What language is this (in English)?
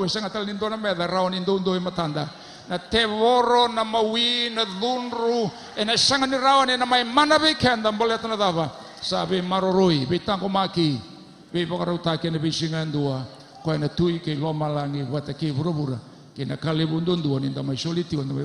Fijian